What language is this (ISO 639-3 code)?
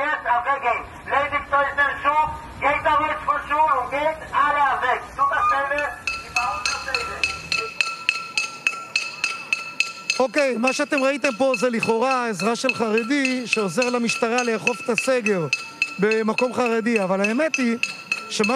heb